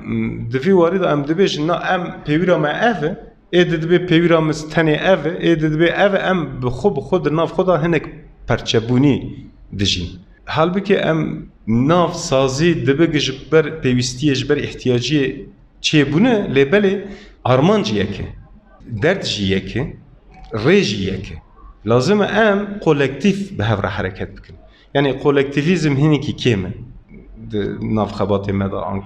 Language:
Kurdish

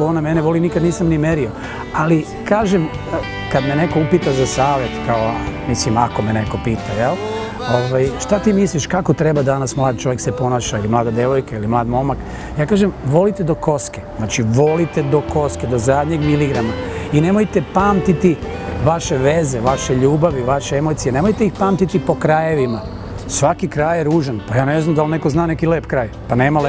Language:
Serbian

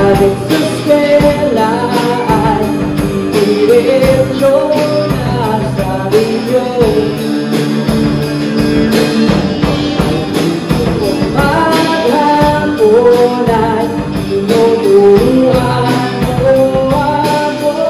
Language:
Filipino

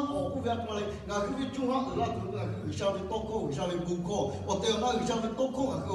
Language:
Lahu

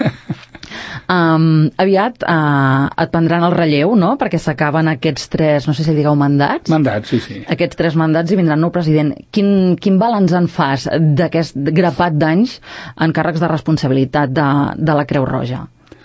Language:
Catalan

